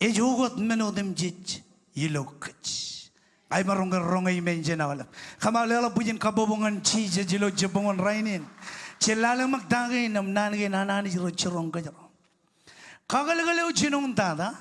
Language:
Marshallese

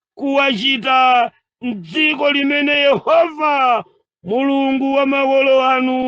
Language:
Nyanja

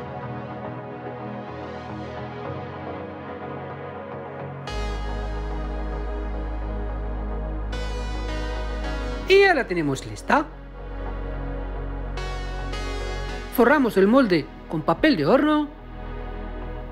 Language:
Spanish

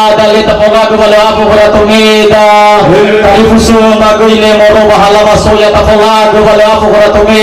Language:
Nias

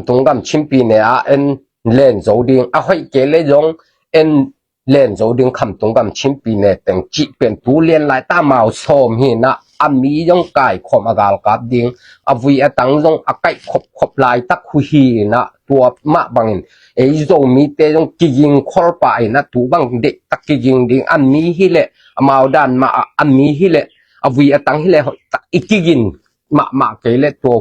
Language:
Tedim Chin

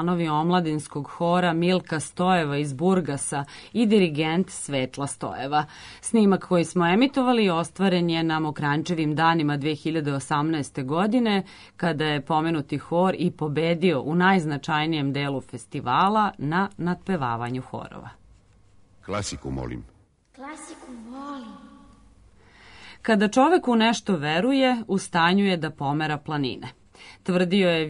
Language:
Serbian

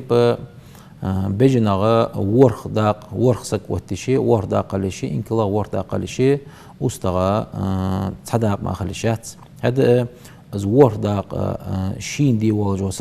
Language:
Ingush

